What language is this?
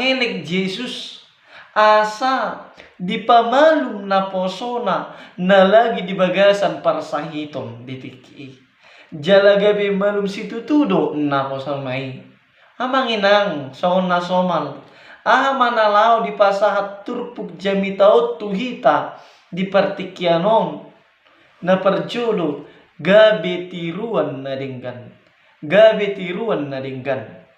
Batak Toba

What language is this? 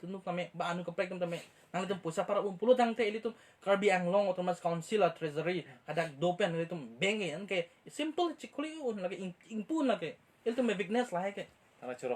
Karbi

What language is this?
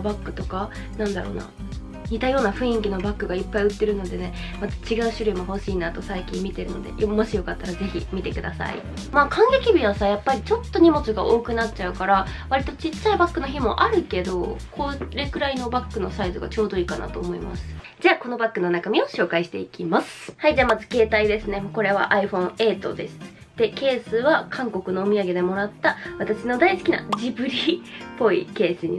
Japanese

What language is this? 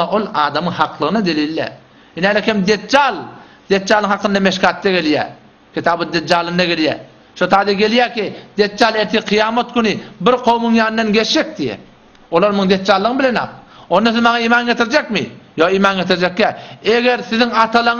Turkmen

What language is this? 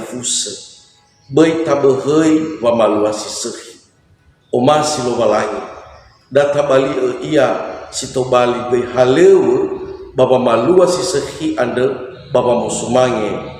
Nias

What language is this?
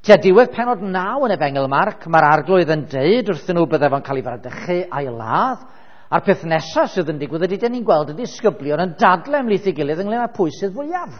Welsh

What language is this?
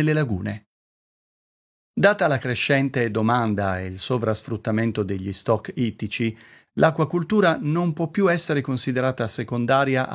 Italian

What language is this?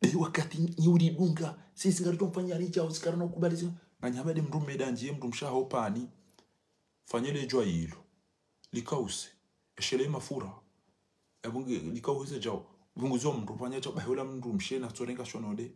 Ngazidja Comorian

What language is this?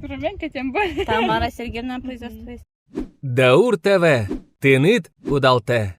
Udmurt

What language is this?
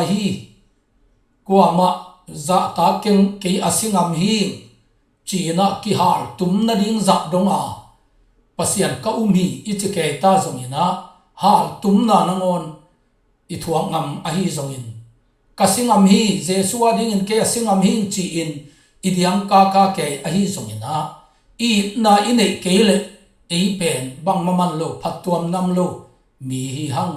Tedim Chin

